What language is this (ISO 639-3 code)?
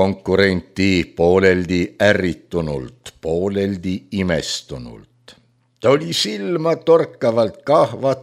est